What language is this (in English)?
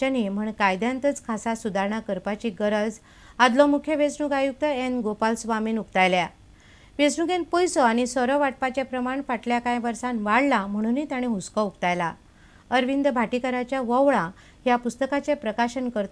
Konkani